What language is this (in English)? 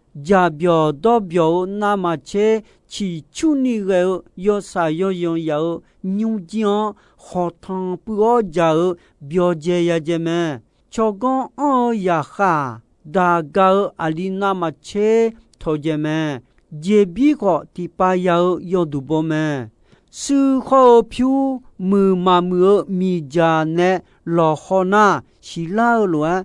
Akha